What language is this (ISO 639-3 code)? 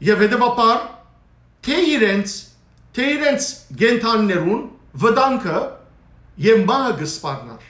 hyw